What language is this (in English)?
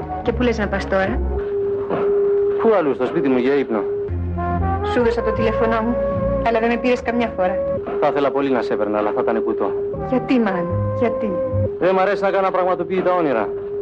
Greek